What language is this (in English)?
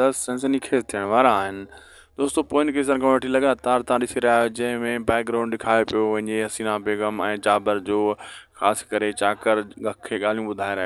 Sindhi